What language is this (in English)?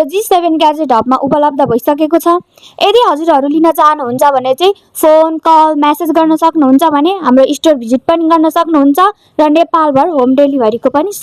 Nepali